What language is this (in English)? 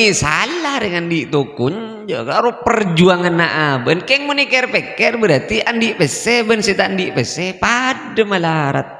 Madurese